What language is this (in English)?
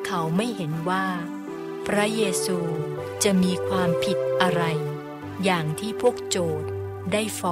Thai